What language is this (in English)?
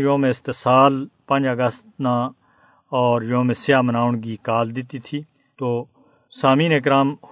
Gujari